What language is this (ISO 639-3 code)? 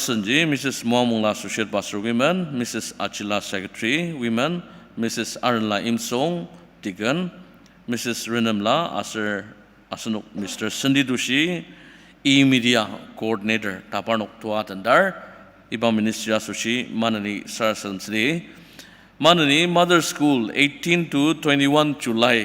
njo